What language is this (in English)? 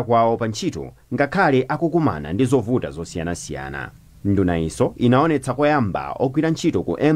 Nyanja